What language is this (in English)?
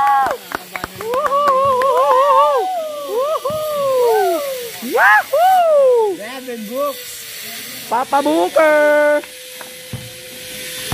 Filipino